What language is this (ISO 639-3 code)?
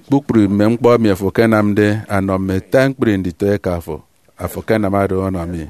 efi